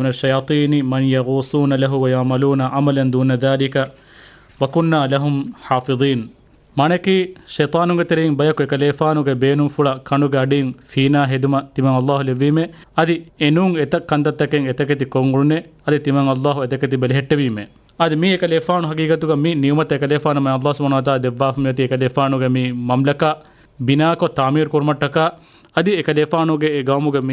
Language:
Divehi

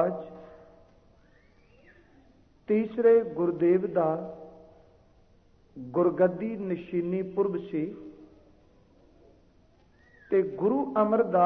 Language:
Punjabi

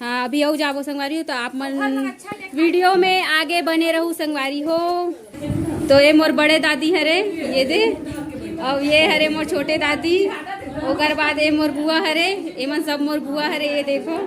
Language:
Chhattisgarhi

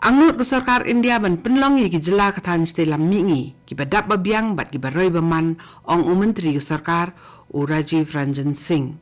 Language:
Khasi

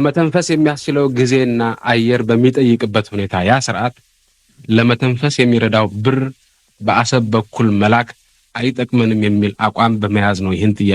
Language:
Amharic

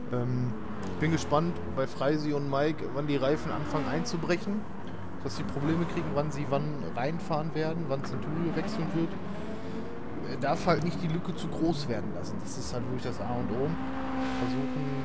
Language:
German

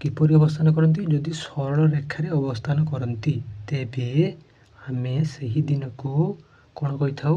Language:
Odia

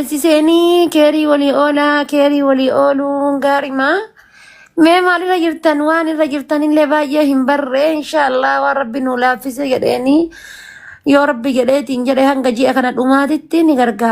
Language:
Oromo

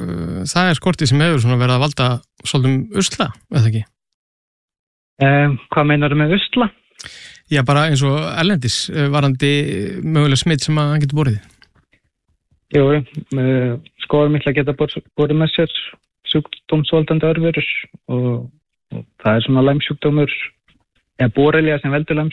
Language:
Icelandic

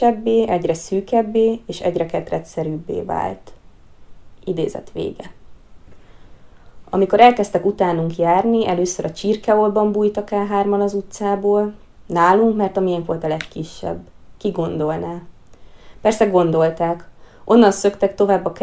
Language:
Hungarian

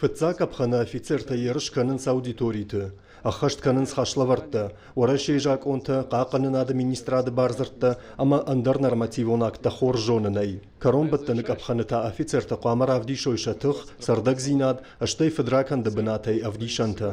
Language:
Ossetic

